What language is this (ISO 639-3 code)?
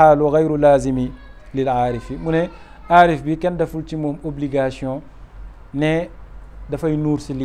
wol